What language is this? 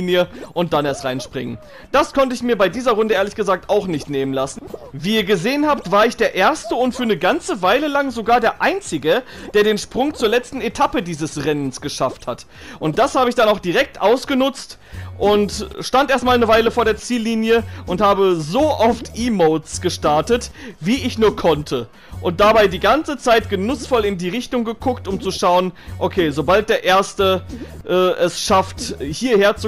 German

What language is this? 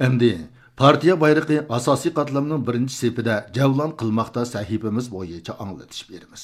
Uyghur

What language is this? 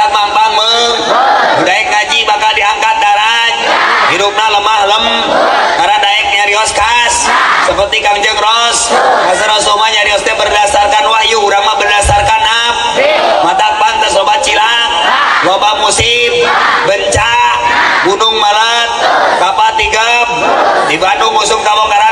Sundanese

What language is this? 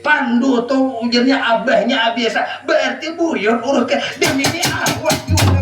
Banjar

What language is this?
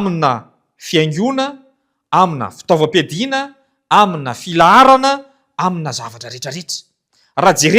Malagasy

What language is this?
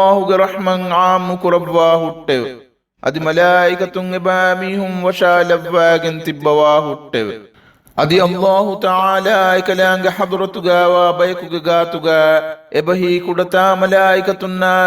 Divehi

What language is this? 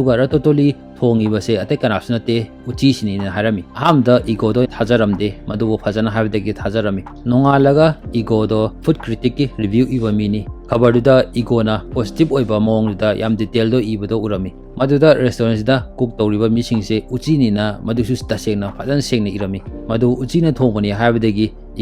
Manipuri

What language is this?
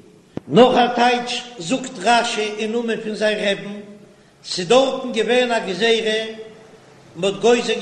Yiddish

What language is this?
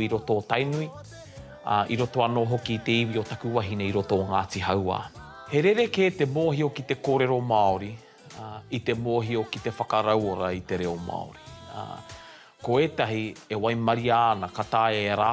Māori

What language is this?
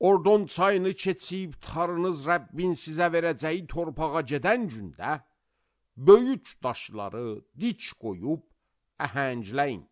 Azerbaijani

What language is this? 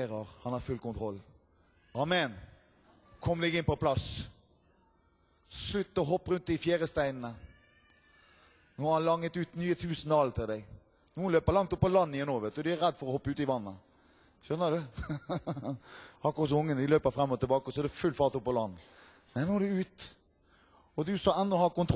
Norwegian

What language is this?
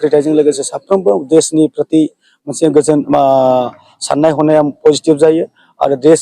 Bodo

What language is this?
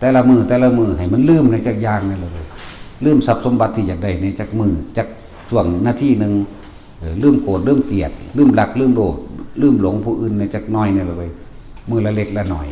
Northeastern Thai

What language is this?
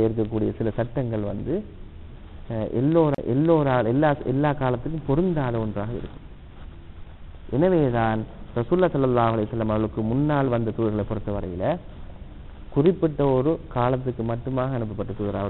Tamil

